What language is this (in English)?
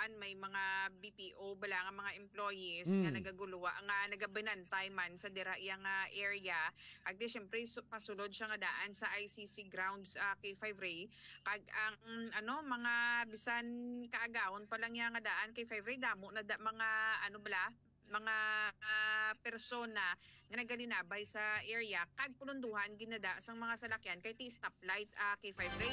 Hiligaynon